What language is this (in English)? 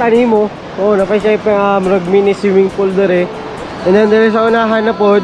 Cebuano